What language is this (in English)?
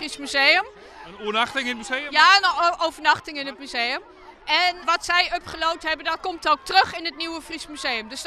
Western Frisian